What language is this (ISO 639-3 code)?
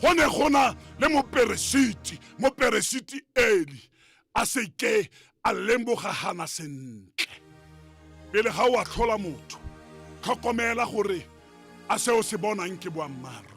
tsn